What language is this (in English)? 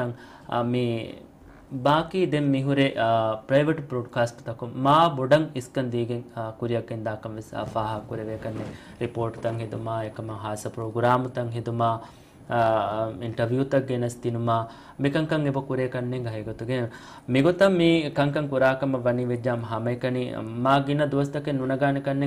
Divehi